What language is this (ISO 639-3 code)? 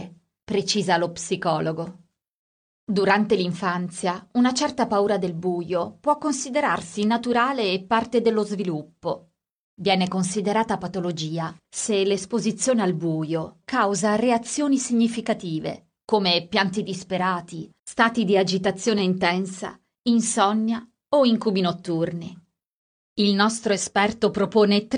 ita